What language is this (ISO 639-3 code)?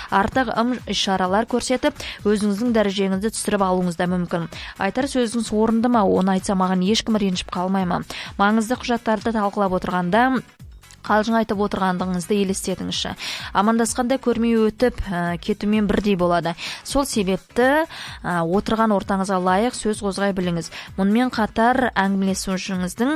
kaz